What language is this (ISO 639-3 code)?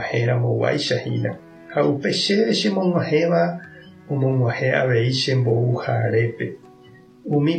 grn